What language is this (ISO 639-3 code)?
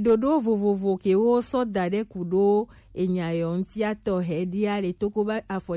gej